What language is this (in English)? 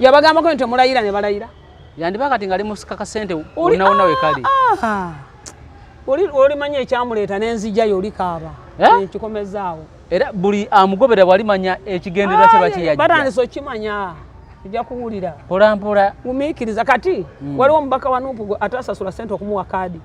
Ganda